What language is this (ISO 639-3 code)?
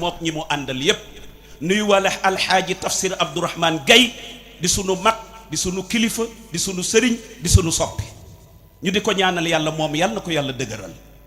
wol